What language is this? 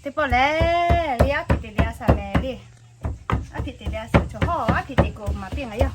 Lahu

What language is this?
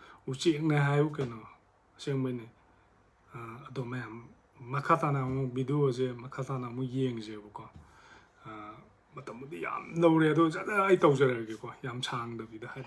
Manipuri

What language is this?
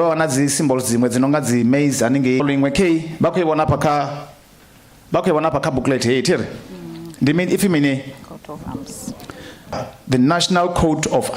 Venda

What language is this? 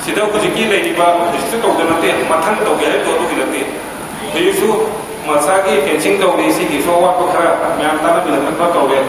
Manipuri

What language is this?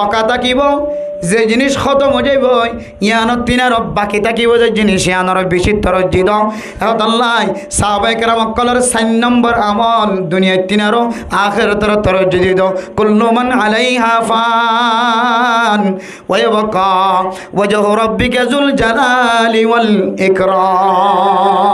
Rohingya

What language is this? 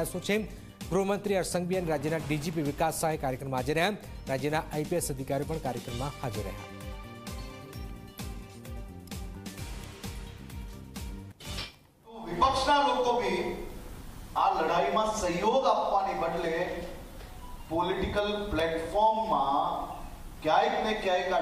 Gujarati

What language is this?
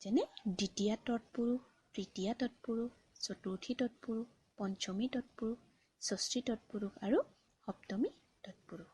Assamese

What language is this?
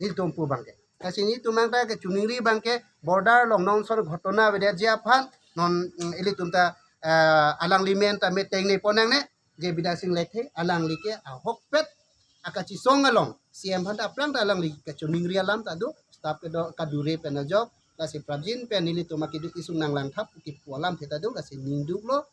Karbi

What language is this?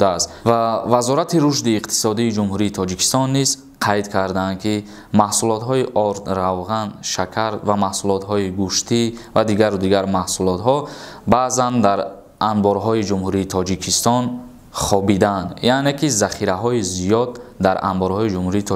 Tajik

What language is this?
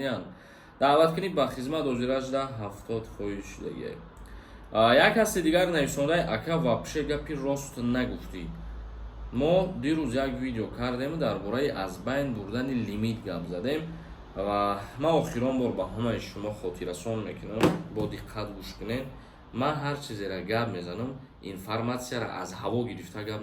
Tajik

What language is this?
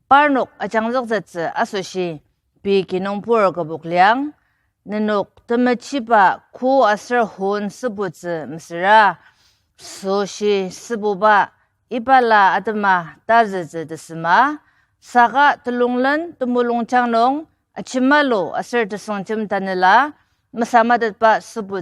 Ao Naga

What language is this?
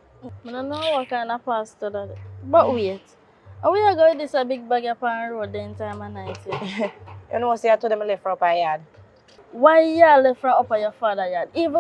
Jamaican Creole English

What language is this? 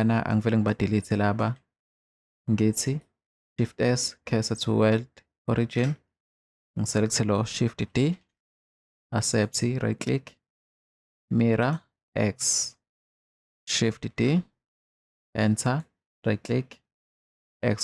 Zulu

